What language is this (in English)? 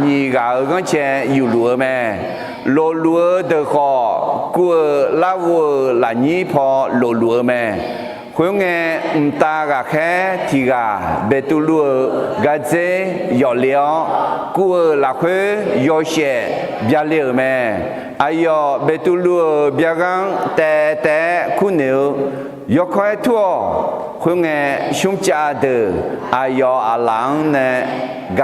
Akha